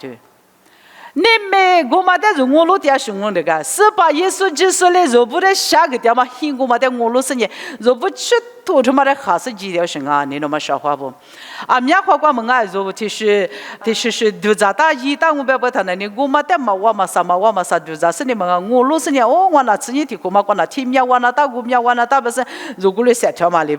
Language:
Lisu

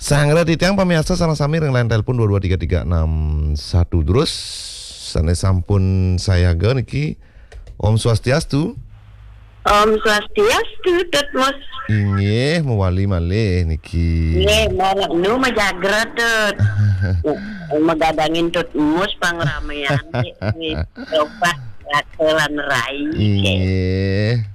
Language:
Balinese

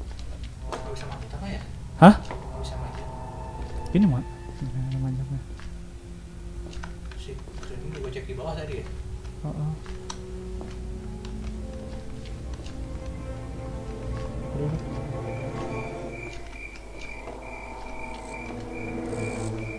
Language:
Indonesian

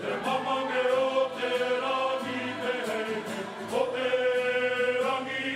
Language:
Māori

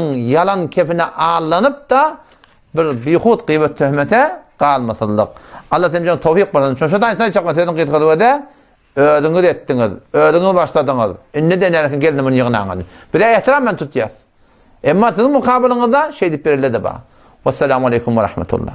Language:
Turkmen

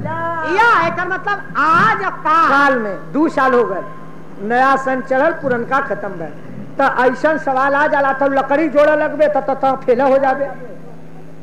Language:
Bhojpuri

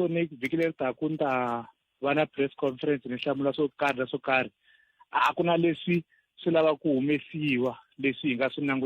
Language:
Tsonga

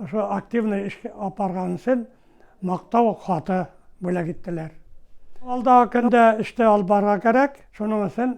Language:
Bashkir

